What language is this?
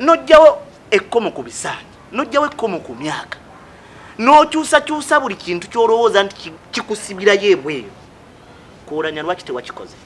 Ganda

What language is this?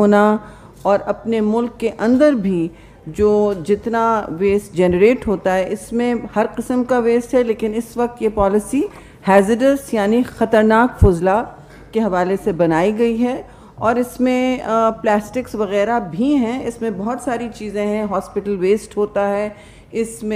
Urdu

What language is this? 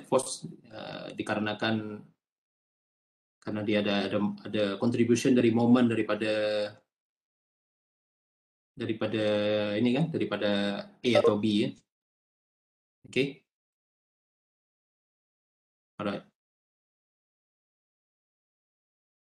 Malay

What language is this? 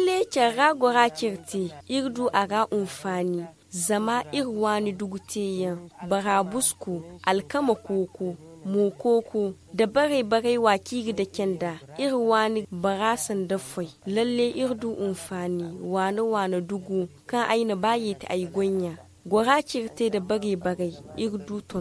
Zarma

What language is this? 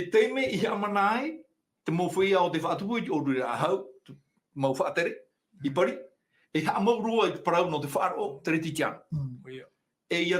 Tahitian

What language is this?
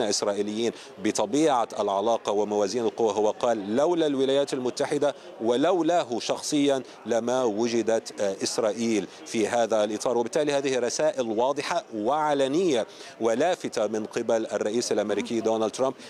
Arabic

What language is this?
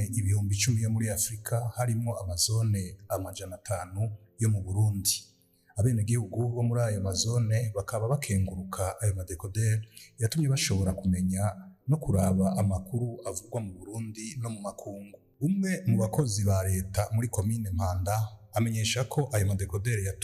Rundi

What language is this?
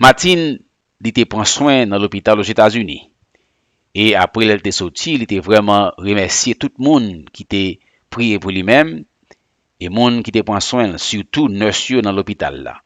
Haitian Creole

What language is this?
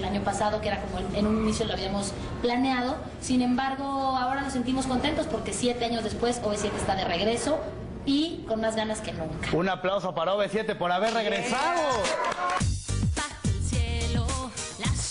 Spanish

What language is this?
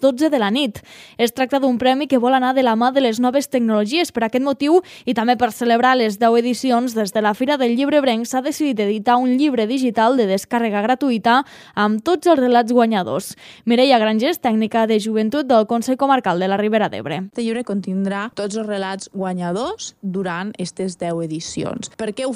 Catalan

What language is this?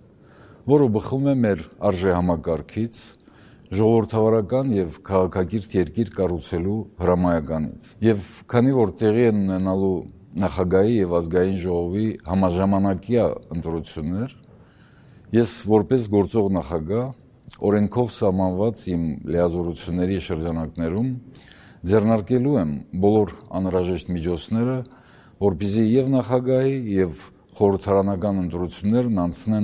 Armenian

